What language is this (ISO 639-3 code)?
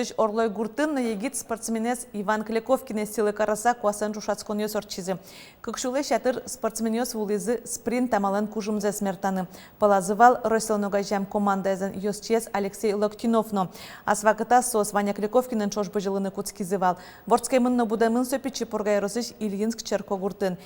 udm